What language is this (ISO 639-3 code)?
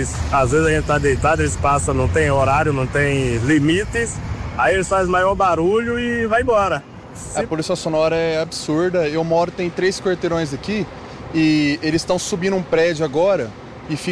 por